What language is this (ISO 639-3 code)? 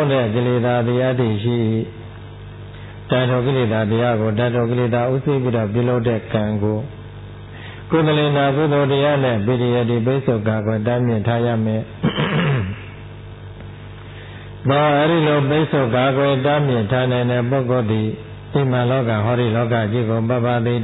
mya